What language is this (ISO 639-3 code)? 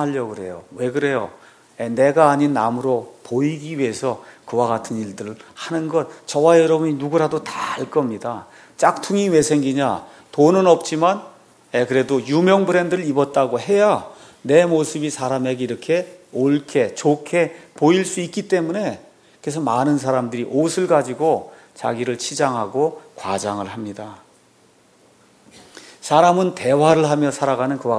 kor